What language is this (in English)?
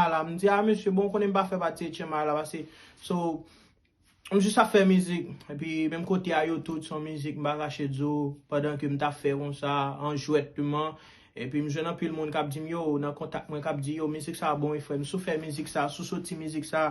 Haitian Creole